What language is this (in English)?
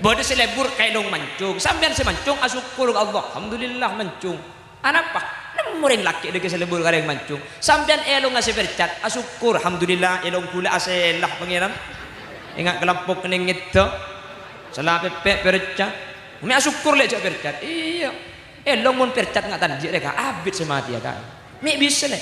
Madurese